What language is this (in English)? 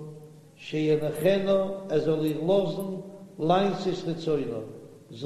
Yiddish